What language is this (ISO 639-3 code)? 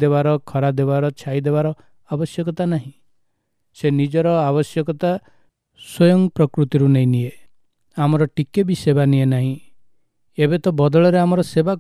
ori